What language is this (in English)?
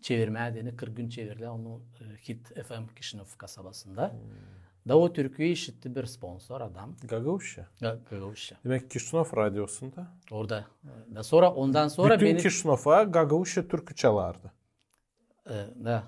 Gagauz